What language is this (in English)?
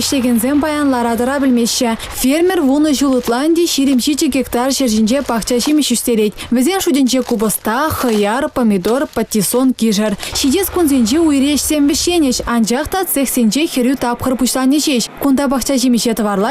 Chuvash